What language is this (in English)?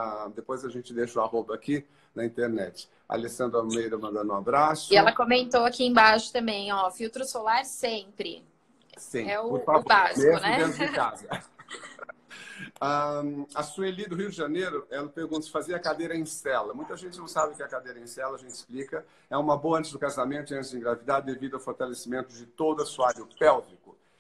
Portuguese